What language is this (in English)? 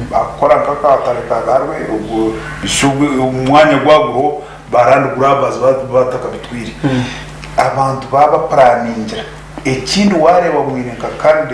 Nyankole